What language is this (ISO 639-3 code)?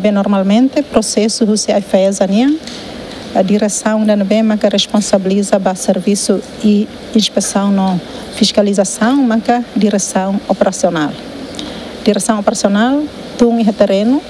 tet